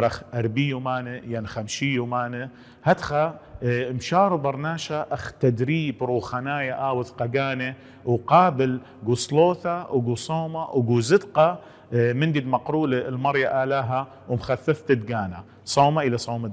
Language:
Assyrian Neo-Aramaic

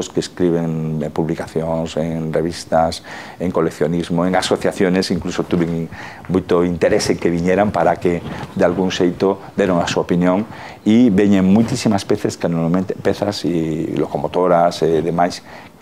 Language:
Galician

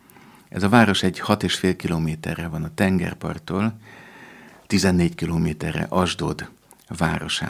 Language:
Hungarian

